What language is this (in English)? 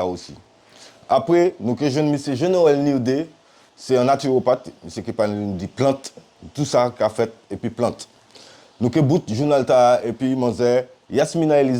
Guadeloupean Creole French